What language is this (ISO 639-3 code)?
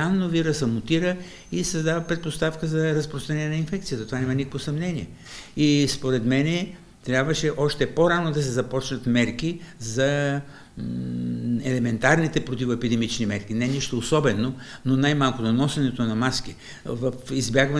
bul